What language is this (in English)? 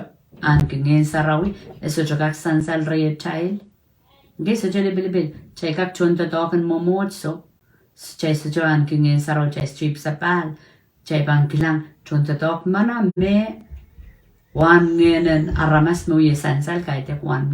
Pohnpeian